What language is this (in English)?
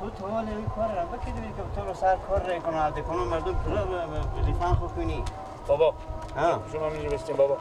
Persian